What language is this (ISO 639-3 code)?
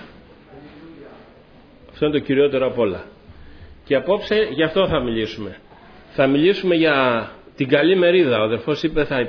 ell